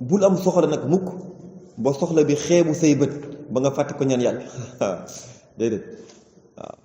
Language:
Wolof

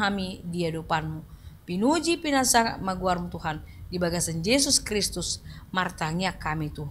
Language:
Batak Toba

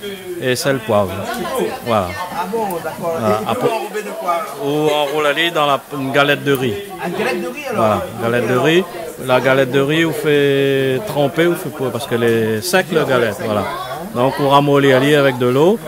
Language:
Réunion Creole French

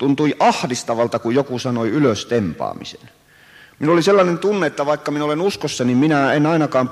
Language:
Finnish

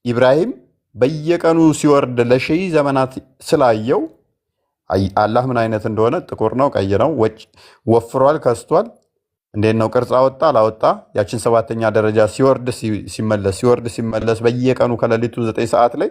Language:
Amharic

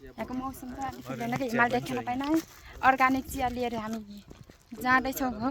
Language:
Nepali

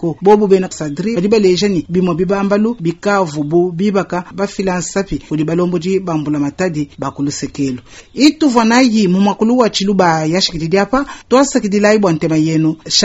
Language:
Luba-Lulua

